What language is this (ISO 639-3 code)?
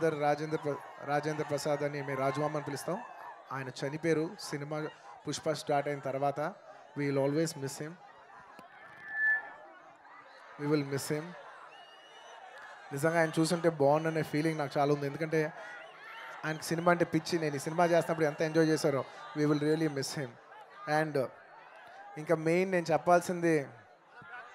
tel